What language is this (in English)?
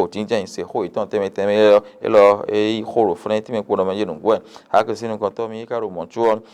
Fon